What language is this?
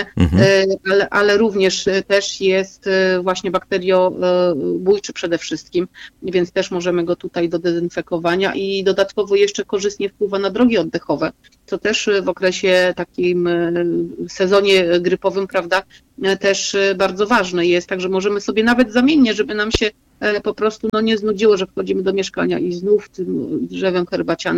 Polish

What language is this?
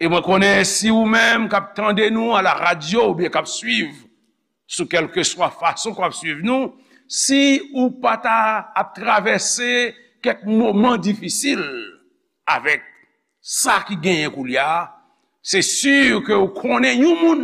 Haitian Creole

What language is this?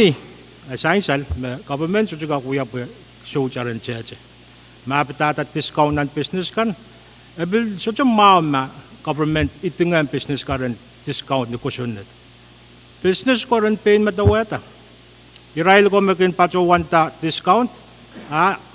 Pohnpeian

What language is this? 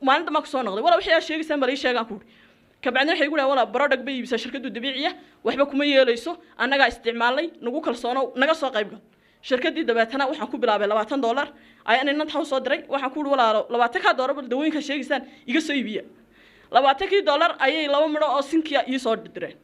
Somali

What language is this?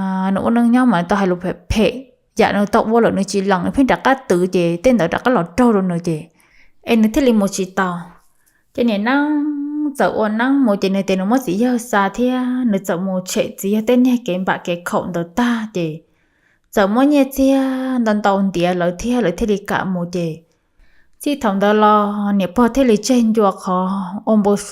Hmong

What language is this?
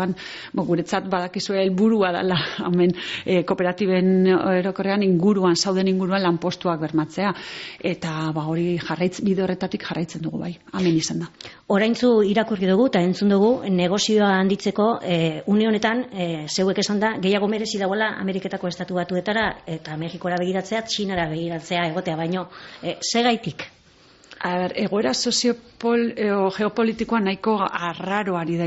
Basque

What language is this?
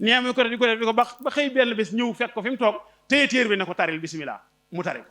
Wolof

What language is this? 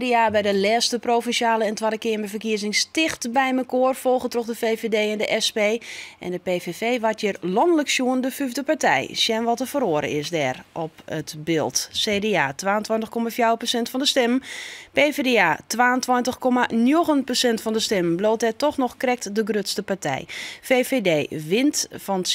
Western Frisian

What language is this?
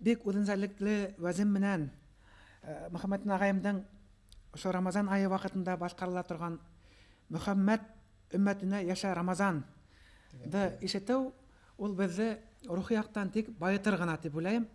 Bashkir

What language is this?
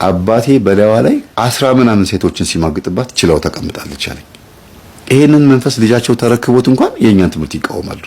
Amharic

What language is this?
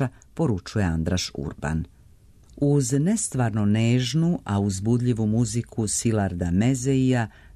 Serbian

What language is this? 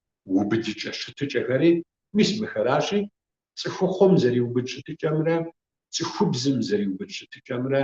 Kabardian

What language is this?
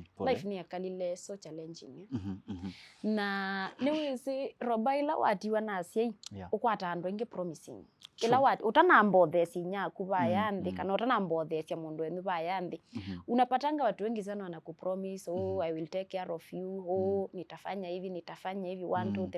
Kamba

